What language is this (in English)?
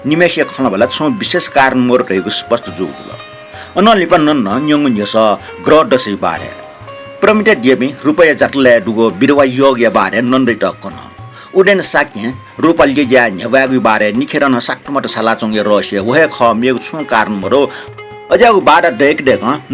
Newari